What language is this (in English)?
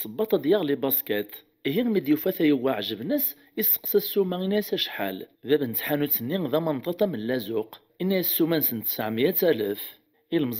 Kabyle